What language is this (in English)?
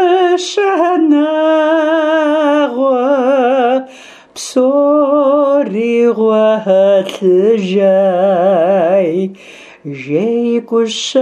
Kabardian